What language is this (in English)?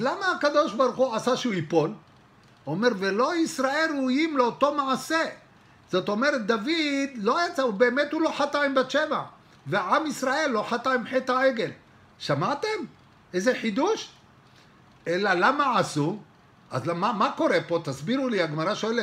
Hebrew